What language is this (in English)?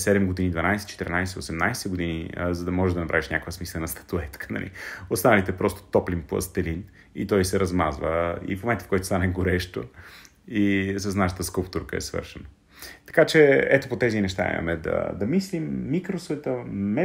Bulgarian